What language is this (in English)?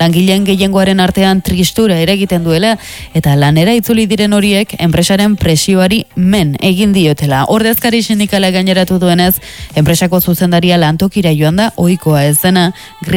Basque